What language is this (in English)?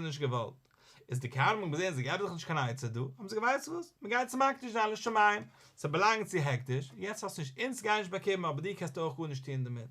Yiddish